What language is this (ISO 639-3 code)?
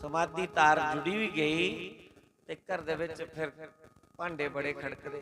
doi